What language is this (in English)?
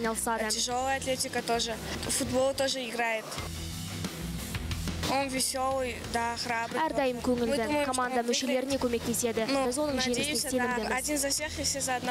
Kazakh